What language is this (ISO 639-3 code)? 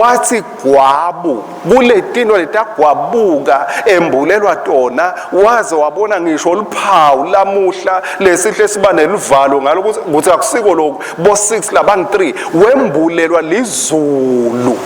ssw